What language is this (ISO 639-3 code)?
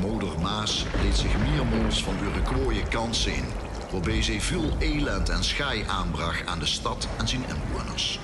lim